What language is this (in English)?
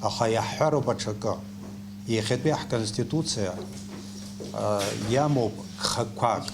Abkhazian